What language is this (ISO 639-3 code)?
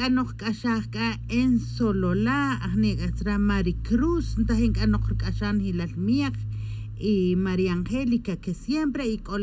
tzj